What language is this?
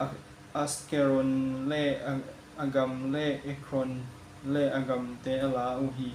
Tedim Chin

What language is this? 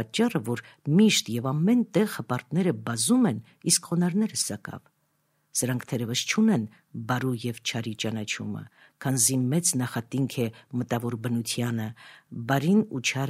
Armenian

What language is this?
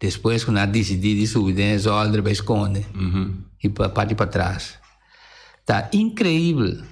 Papiamento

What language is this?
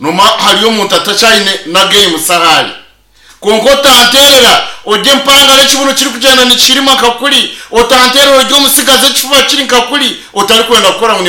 Nyankole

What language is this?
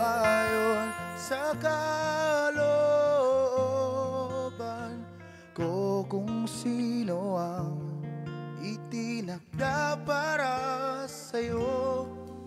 Filipino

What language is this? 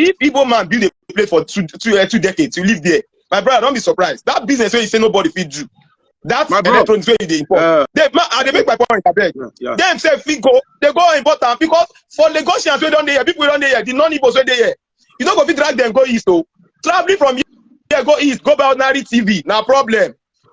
Nigerian Pidgin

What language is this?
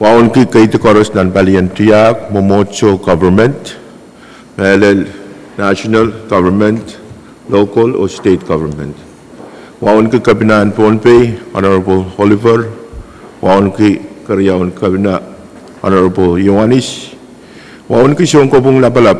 Pohnpeian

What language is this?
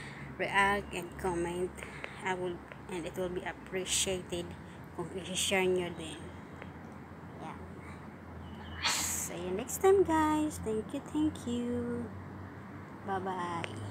Filipino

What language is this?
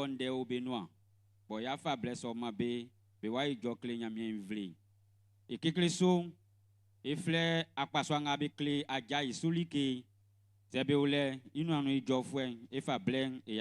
Baoulé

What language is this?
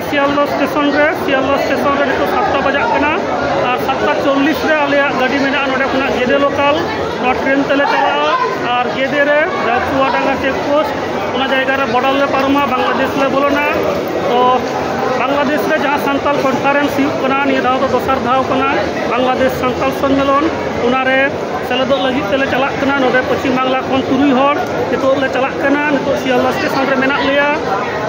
Santali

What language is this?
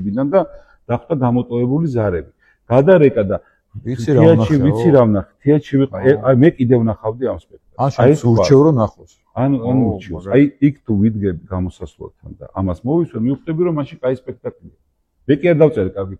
Georgian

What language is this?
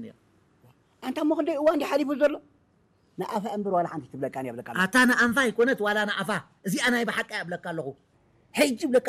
Tigrinya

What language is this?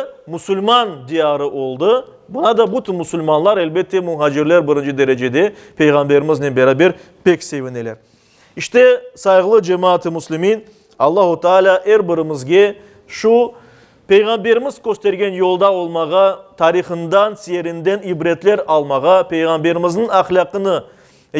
Crimean Tatar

